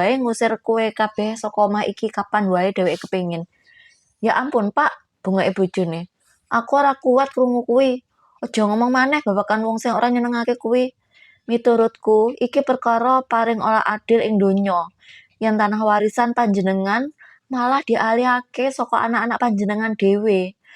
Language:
Javanese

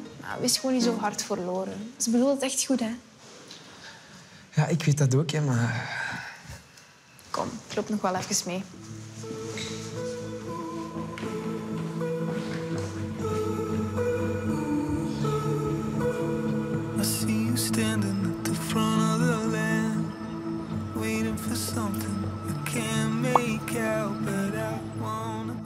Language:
Dutch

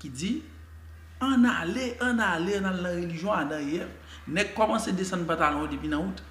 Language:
Haitian Creole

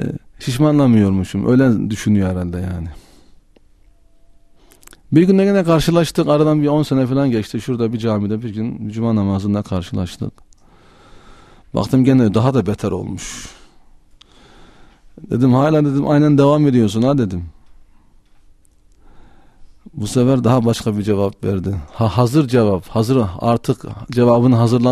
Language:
Turkish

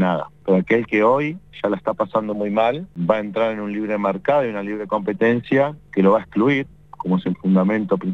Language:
Spanish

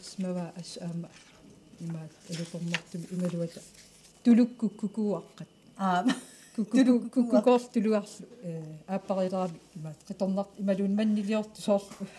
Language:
Kalaallisut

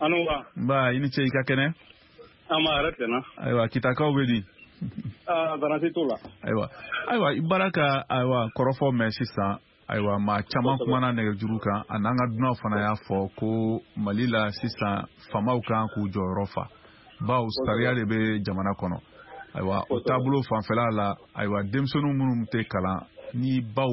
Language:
Bambara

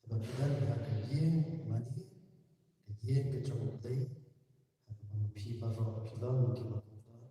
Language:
Khasi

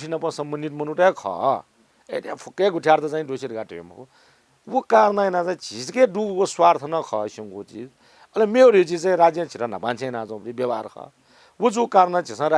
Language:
Newari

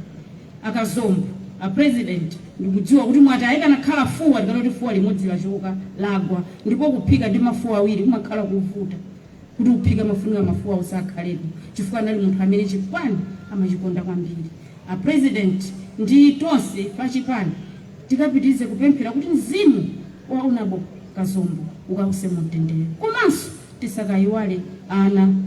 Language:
Nyanja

